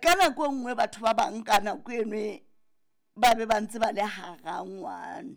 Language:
Southern Sotho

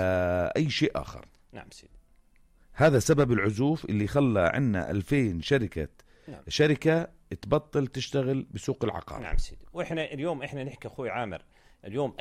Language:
North Levantine Arabic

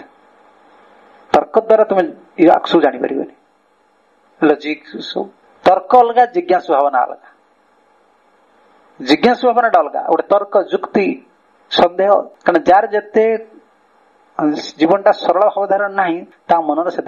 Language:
Odia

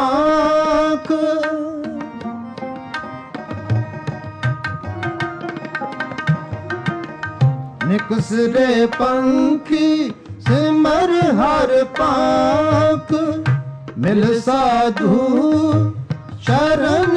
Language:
Punjabi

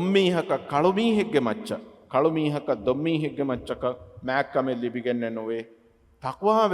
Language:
Divehi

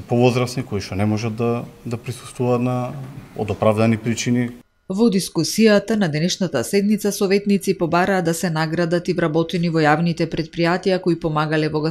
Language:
Macedonian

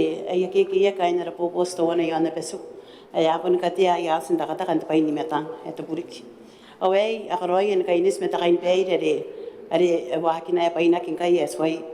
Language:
Gilbertese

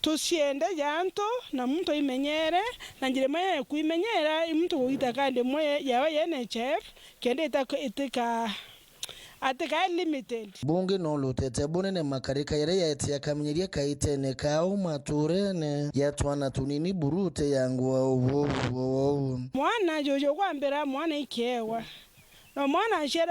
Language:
Meru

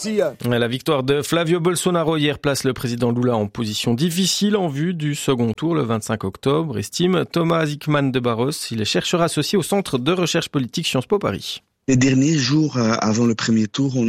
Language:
French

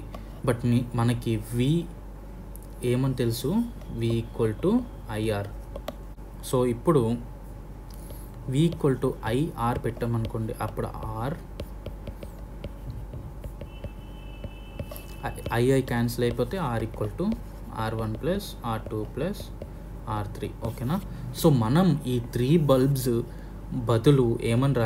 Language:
Telugu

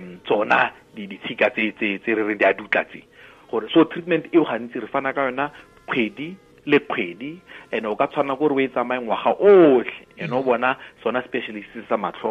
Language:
Tswana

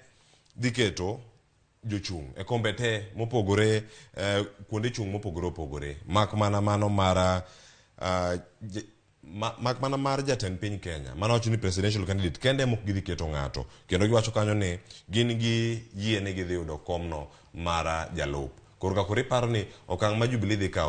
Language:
Luo (Kenya and Tanzania)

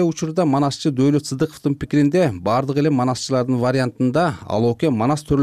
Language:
Kyrgyz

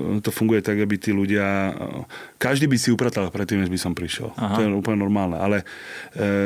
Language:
Slovak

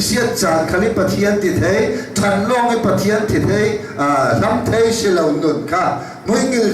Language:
Hakha Chin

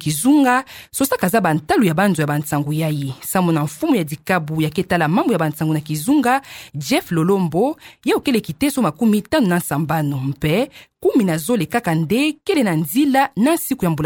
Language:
Kituba (Democratic Republic of Congo)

